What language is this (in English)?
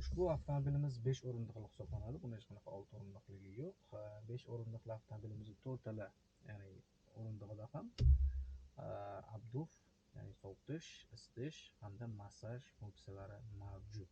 Uzbek